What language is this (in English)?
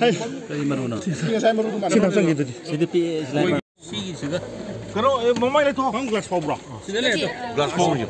Manipuri